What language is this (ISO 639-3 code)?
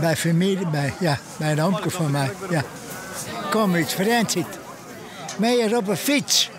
fry